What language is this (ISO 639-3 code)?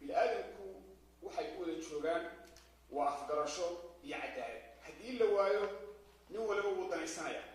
som